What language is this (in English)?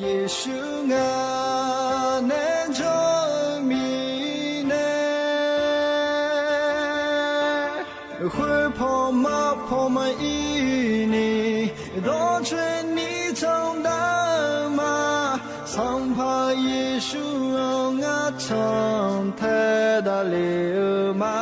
Akha